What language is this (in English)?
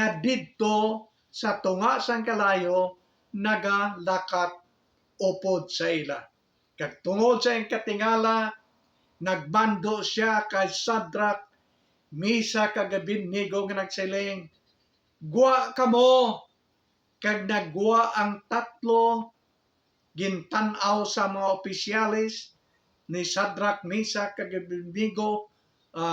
Hiligaynon